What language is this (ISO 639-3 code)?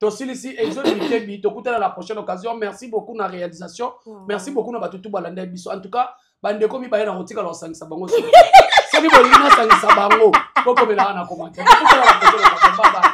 lin